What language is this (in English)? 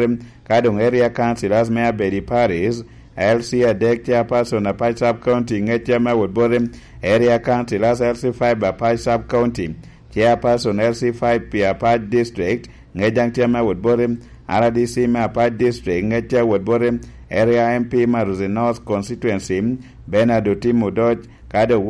Lango (Uganda)